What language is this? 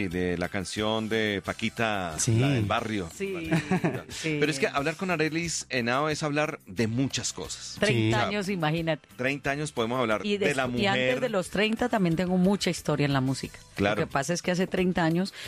Spanish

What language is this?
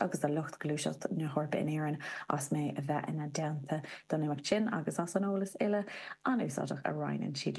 Irish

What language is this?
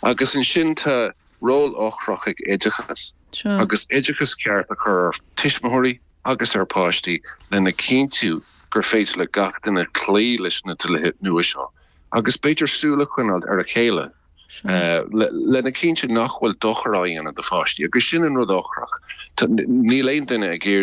Irish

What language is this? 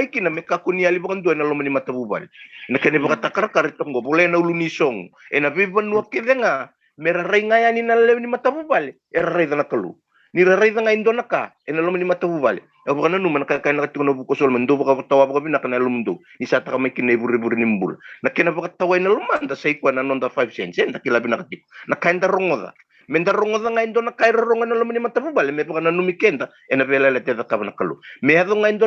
Fijian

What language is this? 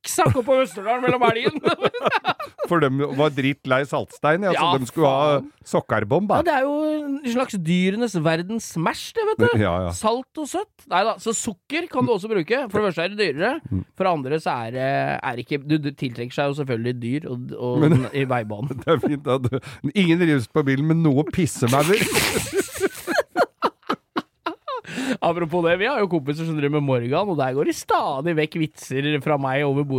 Norwegian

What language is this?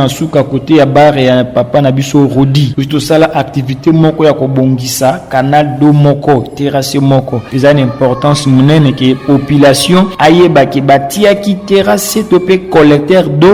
Lingala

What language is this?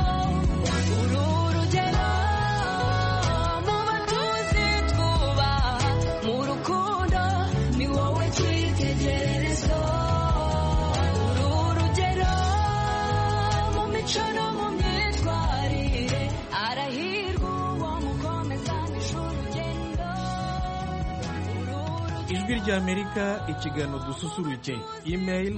Kinyarwanda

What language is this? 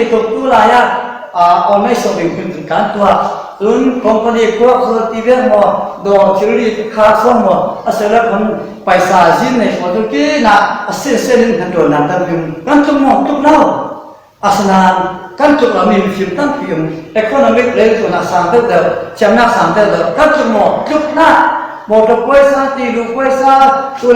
Falam Chin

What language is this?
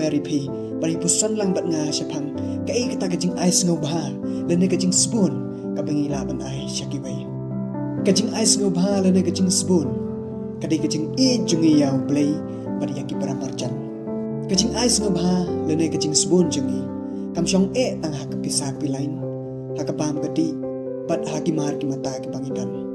Khasi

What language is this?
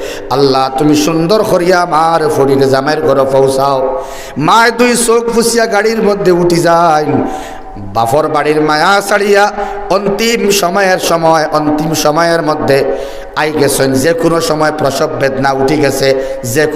Sylheti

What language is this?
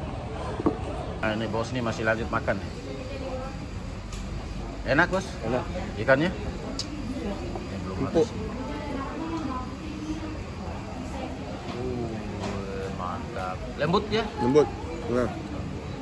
Indonesian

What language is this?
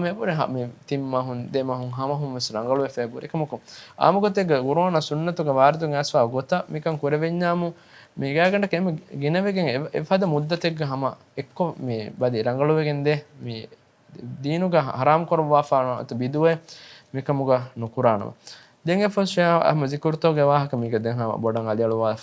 Divehi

